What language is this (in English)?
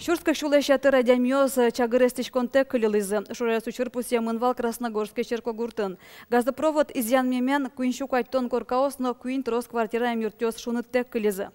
Udmurt